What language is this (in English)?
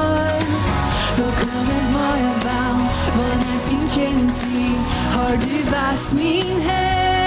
Plautdietsch